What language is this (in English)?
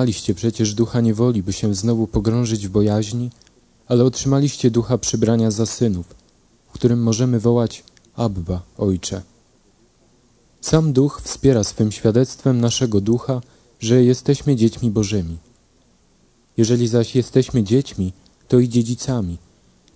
Polish